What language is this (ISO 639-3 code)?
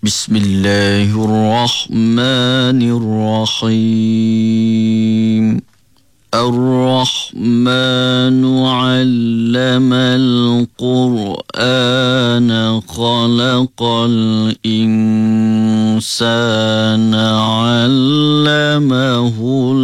msa